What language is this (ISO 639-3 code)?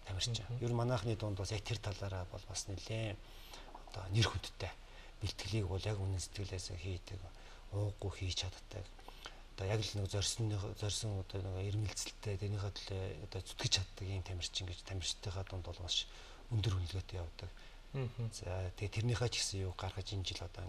mon